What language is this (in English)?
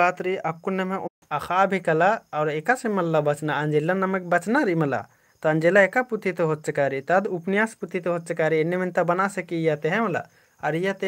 Kurukh